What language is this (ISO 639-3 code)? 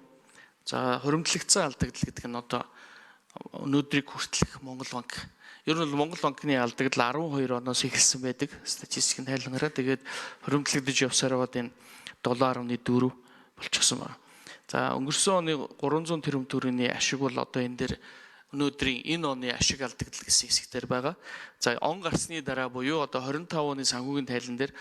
mon